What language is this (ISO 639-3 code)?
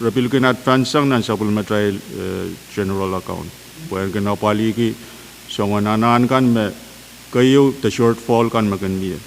pon